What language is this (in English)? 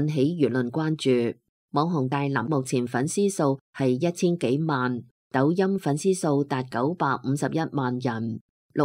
Cantonese